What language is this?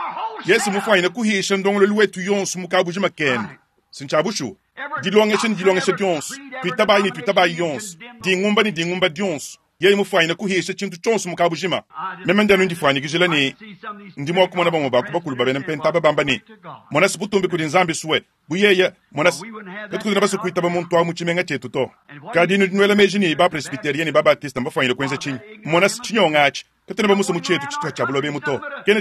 Luba-Lulua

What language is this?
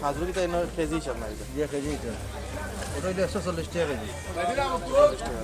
Sylheti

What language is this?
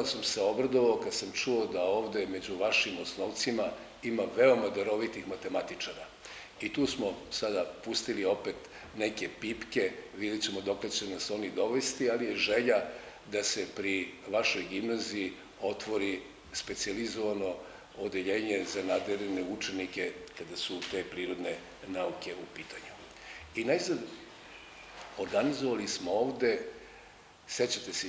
Serbian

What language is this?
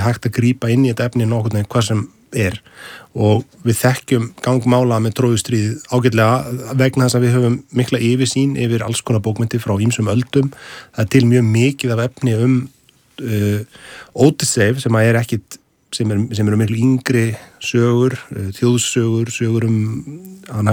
Icelandic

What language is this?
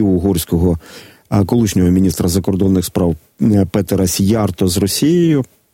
Ukrainian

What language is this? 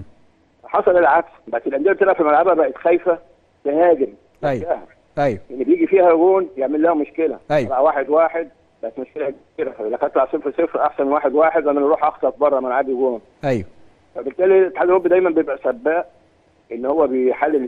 Egyptian Arabic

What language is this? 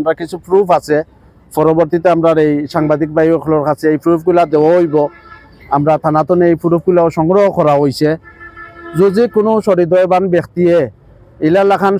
Sylheti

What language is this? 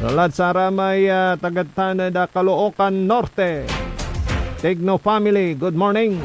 Pangasinan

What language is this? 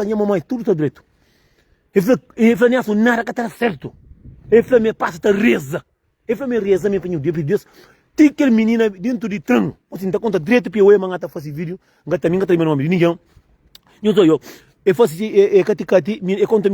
Kabuverdianu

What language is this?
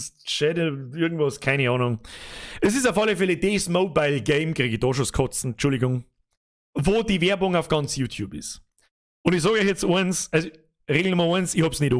Bavarian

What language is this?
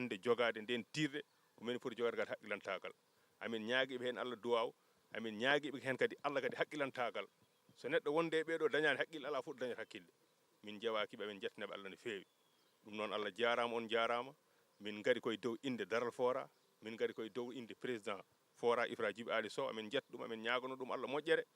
Fula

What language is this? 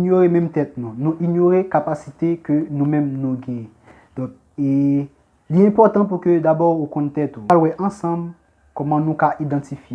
Haitian Creole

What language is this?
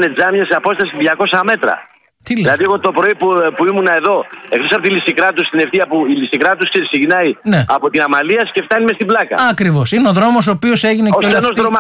Greek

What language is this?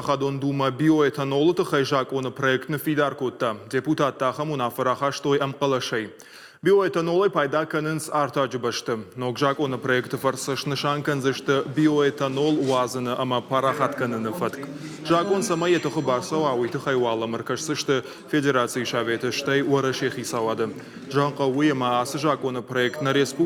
Ossetic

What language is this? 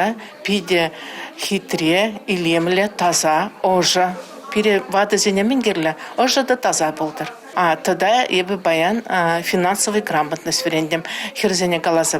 Chuvash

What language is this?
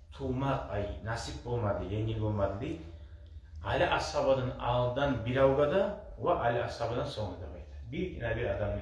Kumyk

